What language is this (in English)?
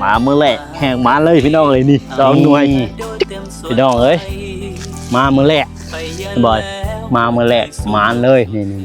Lao